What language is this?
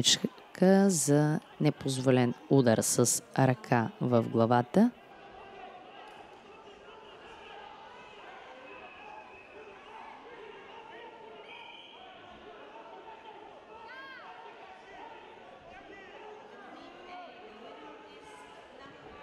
Bulgarian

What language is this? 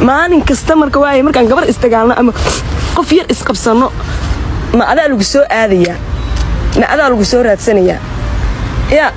Somali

